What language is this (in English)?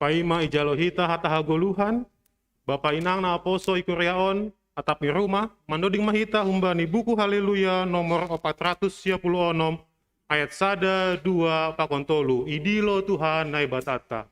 Batak Simalungun